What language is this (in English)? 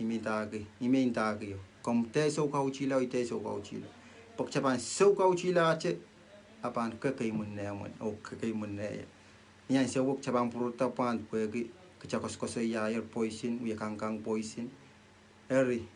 Pohnpeian